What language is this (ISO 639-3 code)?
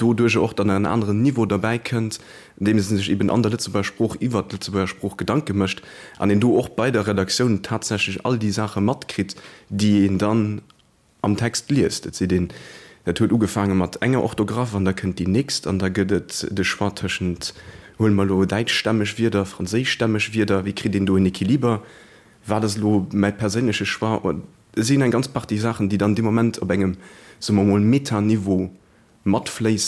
ltz